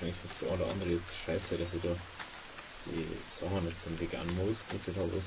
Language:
Bavarian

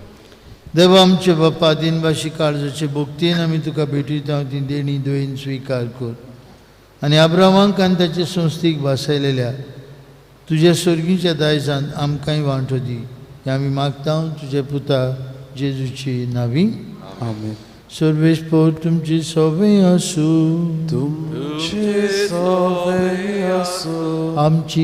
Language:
Konkani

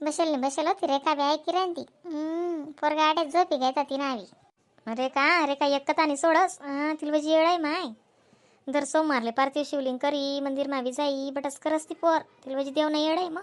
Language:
Khandesi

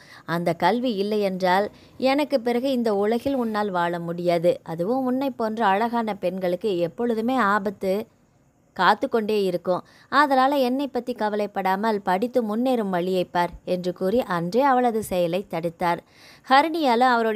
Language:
Tamil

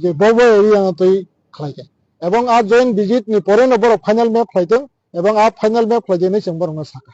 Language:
Kok Borok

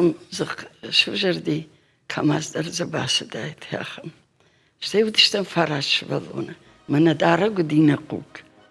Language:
Ossetic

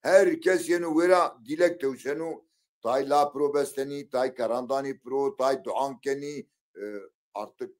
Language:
Zaza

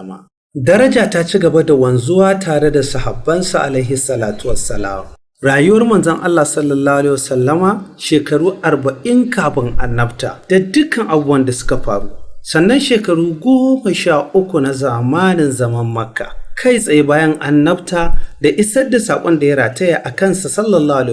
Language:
Hausa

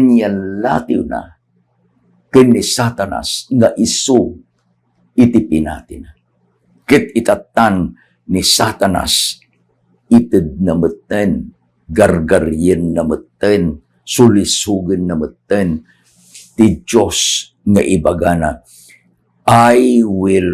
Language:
Iloko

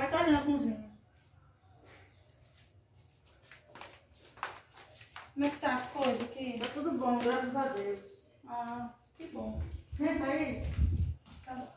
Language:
Portuguese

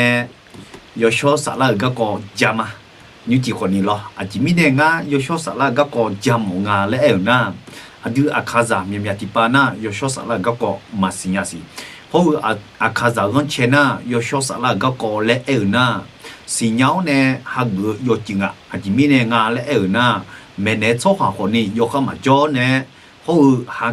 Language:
Akha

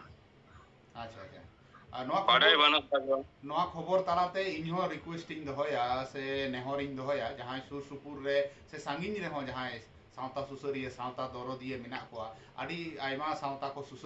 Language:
Santali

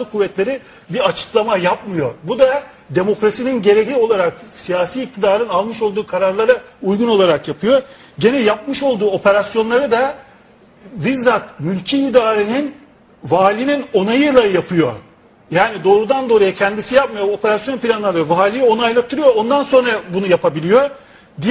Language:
Turkish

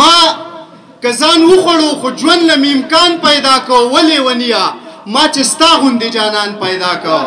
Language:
Pashto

